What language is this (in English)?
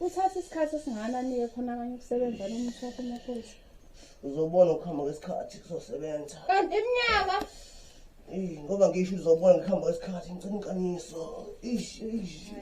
Zulu